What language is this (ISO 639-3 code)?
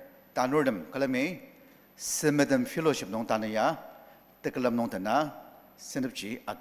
njo